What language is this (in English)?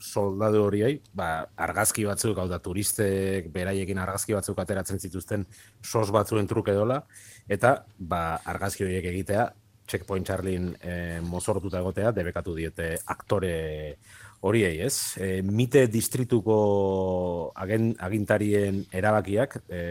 Basque